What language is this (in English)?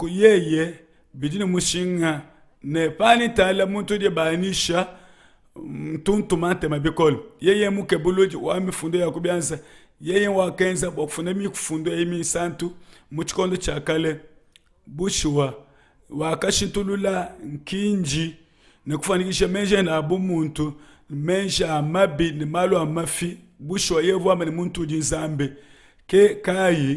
Luba-Lulua